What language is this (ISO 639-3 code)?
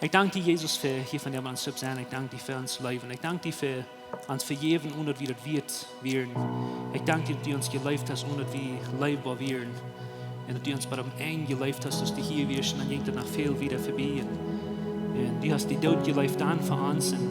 pdt